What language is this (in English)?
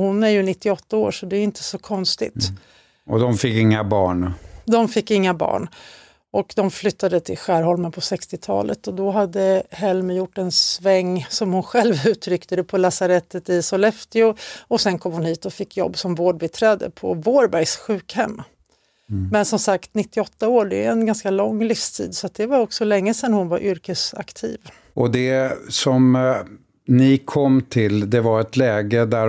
Swedish